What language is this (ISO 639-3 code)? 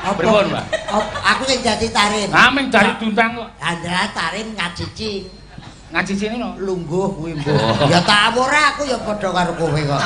jav